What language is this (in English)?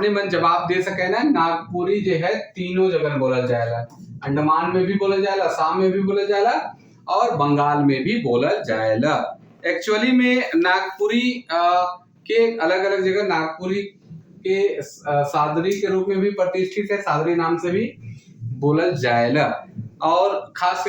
Sadri